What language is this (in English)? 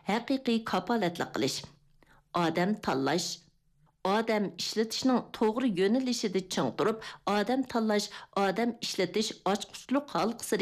Uyghur